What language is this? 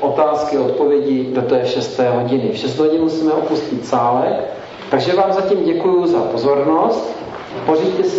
Czech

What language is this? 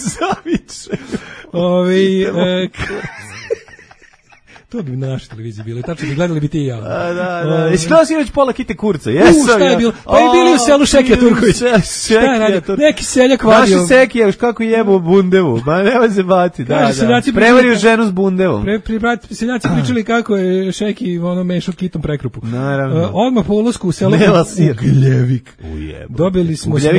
Serbian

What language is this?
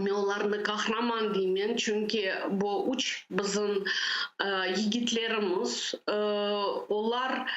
Crimean Tatar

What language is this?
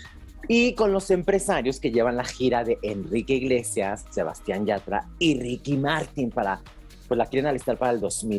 Spanish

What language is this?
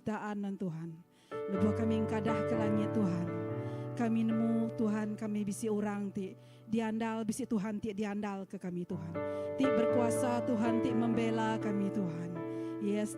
Iban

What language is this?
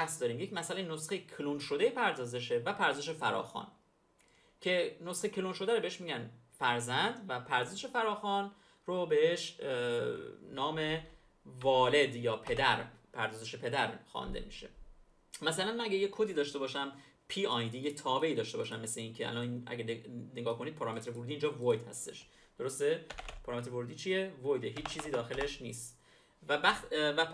Persian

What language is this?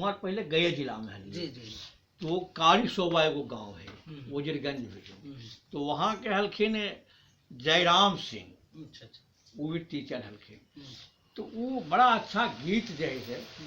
Magahi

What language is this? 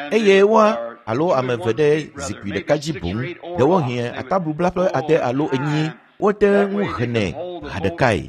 Ewe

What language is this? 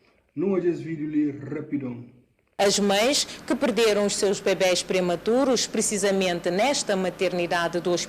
Kabuverdianu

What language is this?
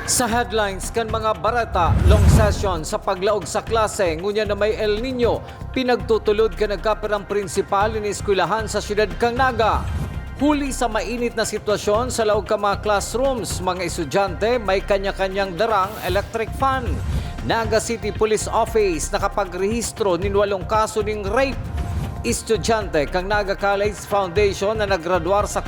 Bikol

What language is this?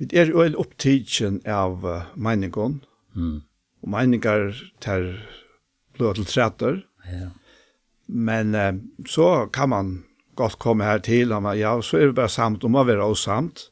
Faroese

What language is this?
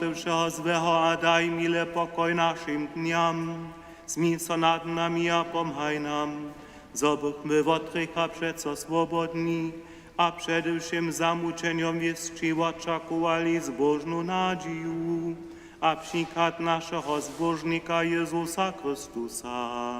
Upper Sorbian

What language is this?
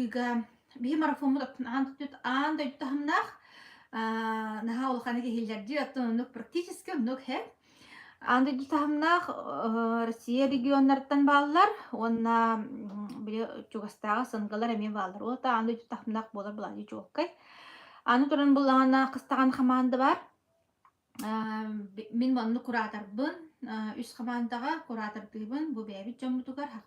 Yakut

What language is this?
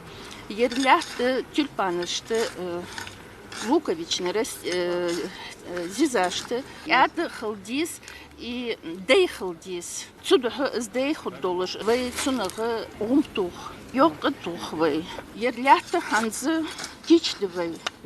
Ingush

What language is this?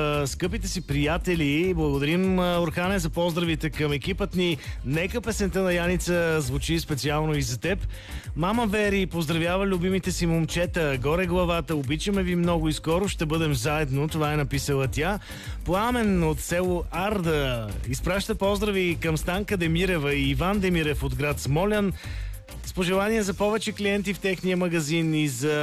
Bulgarian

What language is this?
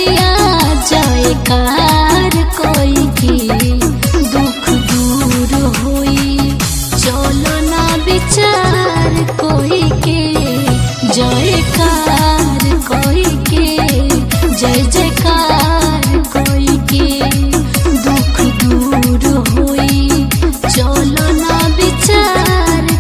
Bhojpuri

